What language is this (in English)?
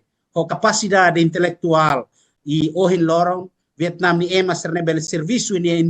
Tetum